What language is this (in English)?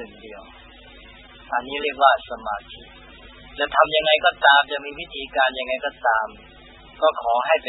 Thai